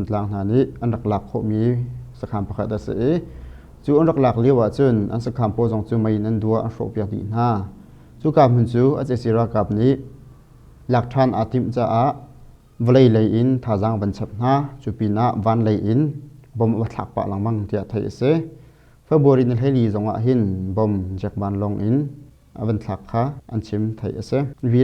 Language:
Hakha Chin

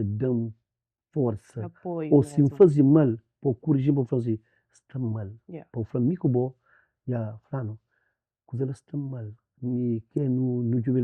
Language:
Kabuverdianu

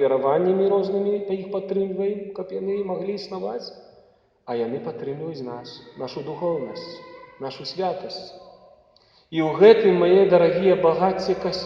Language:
Belarusian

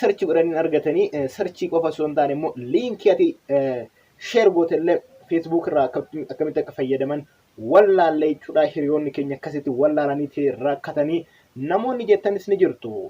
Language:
Oromo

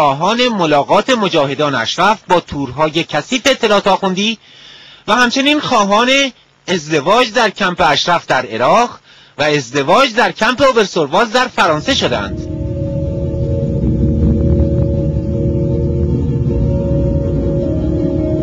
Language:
Persian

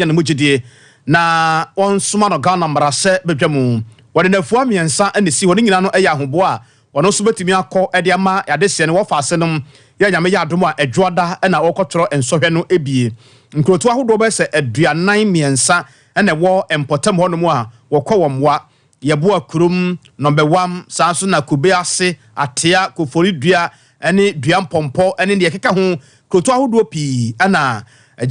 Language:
Akan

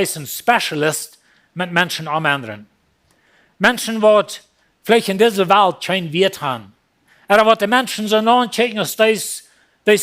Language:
Plautdietsch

